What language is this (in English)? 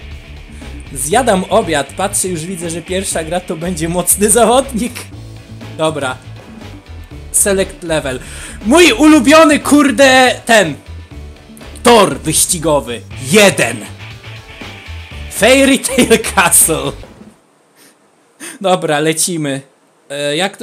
Polish